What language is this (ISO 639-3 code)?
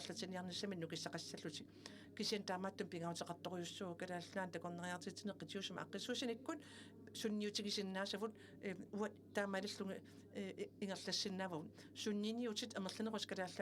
kal